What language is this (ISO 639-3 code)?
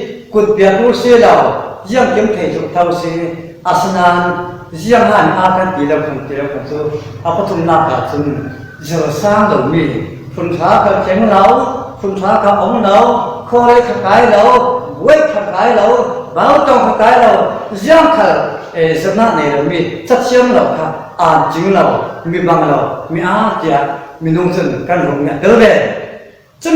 cfm